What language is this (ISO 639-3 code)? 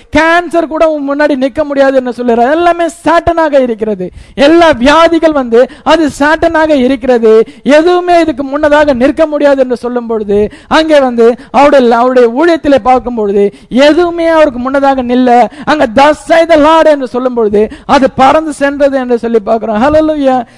tam